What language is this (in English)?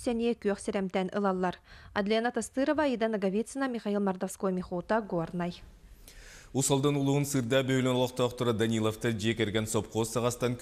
Yakut